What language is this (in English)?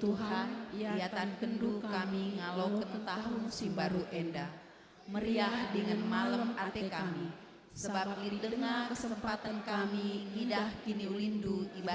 Batak Karo